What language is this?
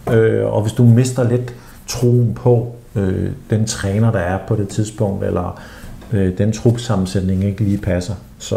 Danish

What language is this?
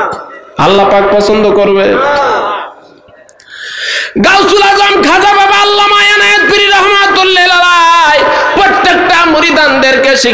Bangla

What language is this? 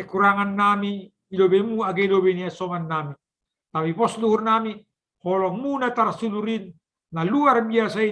Batak Simalungun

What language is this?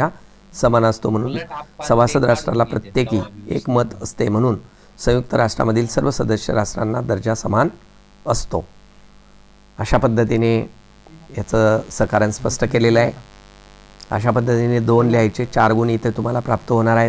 Marathi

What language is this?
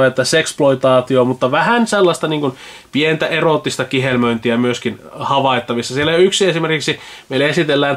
Finnish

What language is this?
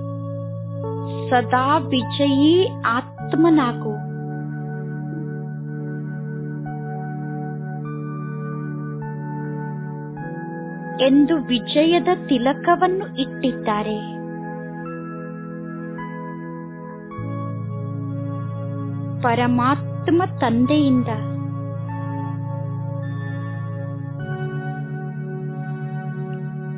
Kannada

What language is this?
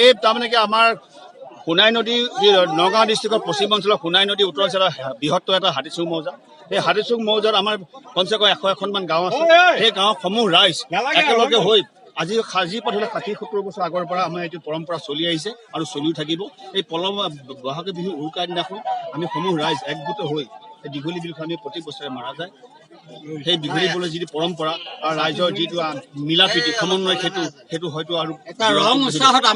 Assamese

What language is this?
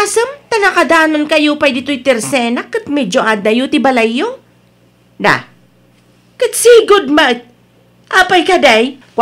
Iloko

